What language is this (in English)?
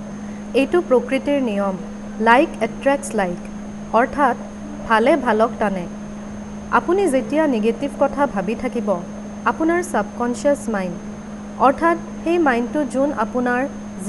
Assamese